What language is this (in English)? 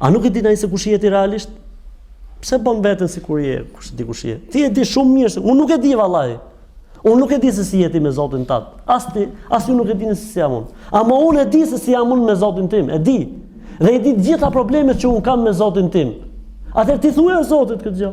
Albanian